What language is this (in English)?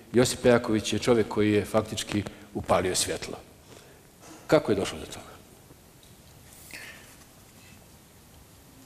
Bosnian